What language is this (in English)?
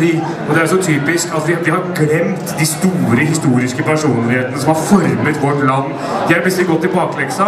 Norwegian